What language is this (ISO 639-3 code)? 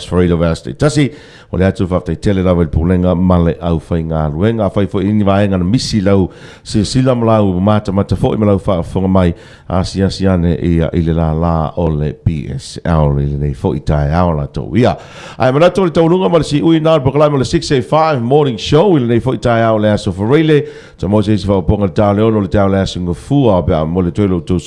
smo